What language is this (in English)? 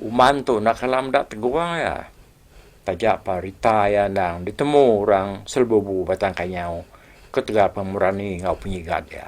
Iban